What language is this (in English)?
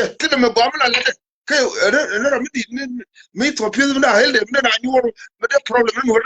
Nuer